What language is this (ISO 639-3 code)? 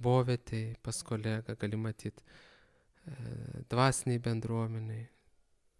lit